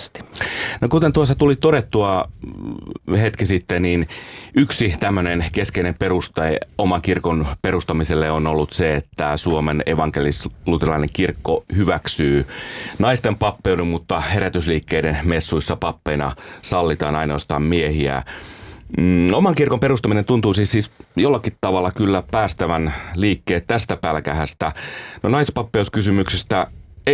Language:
Finnish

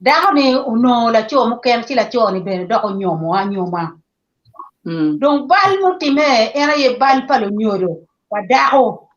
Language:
Acoli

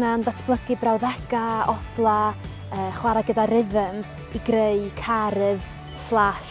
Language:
Welsh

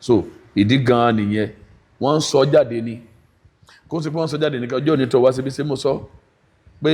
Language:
Yoruba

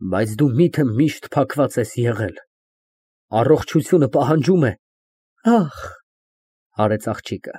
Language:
Armenian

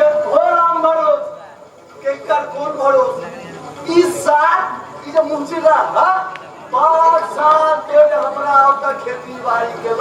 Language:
Maithili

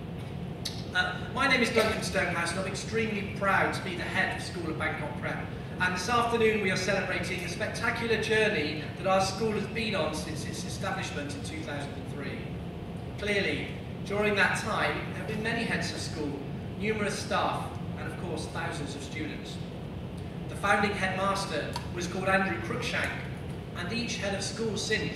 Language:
English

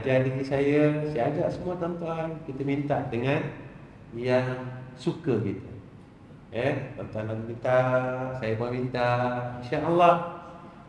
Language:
Malay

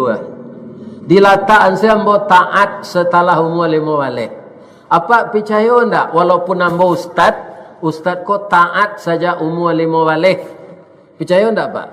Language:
Minangkabau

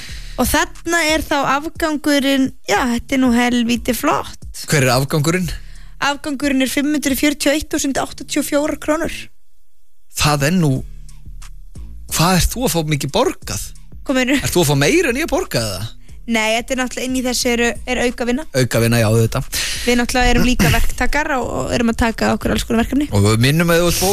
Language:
Icelandic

